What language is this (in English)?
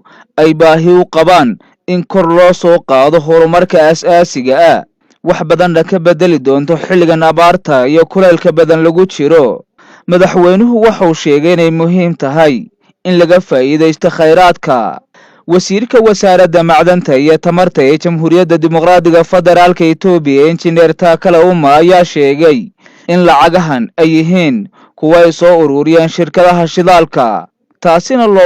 Somali